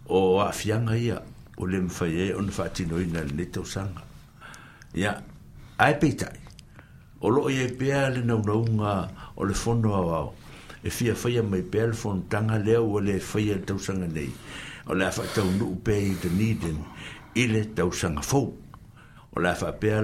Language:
Samoan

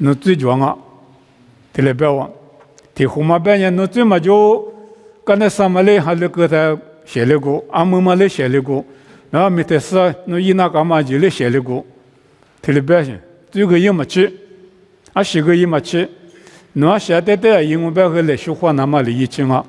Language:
Lisu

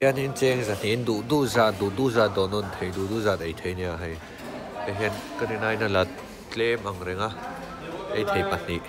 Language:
Mizo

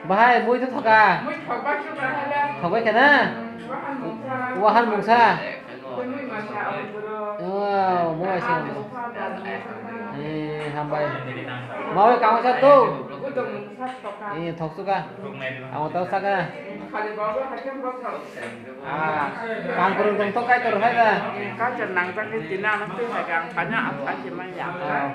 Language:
Kok Borok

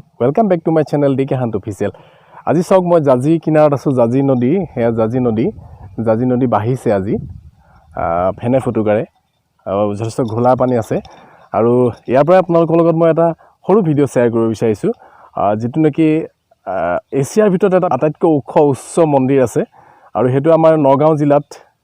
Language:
Assamese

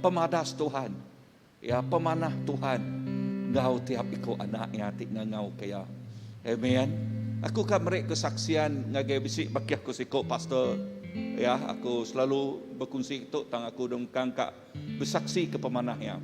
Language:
Iban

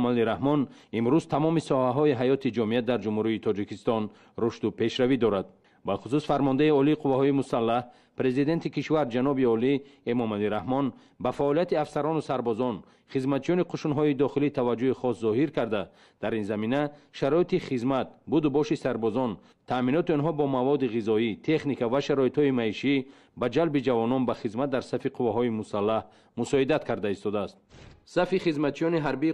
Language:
Tajik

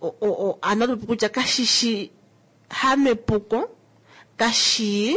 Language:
Kuanyama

